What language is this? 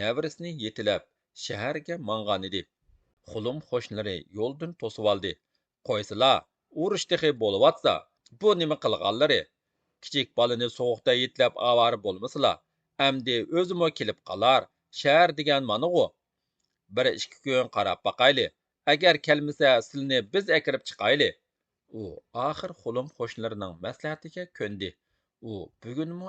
Uyghur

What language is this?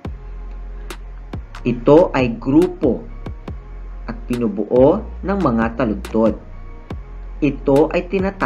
Filipino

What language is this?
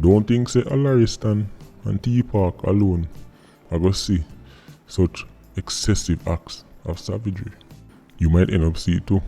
Jamaican Creole English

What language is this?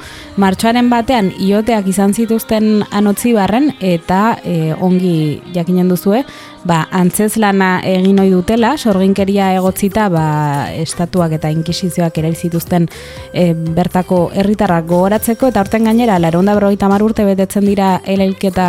Basque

